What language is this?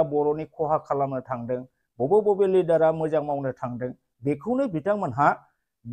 Bodo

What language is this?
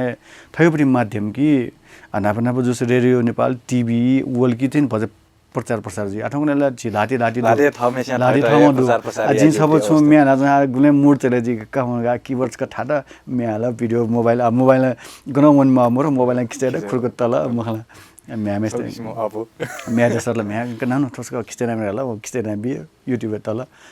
Newari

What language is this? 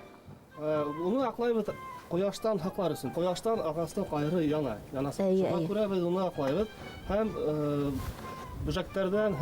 Bashkir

